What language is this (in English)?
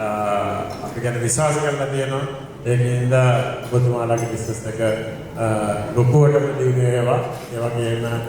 Sinhala